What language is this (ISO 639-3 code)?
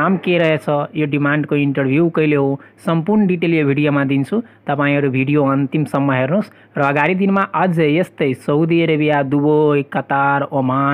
nep